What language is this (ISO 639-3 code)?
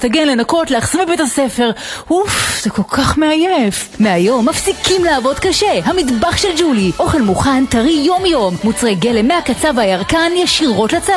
heb